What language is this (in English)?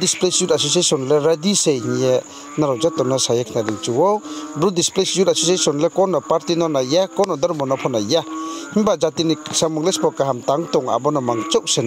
Riang (India)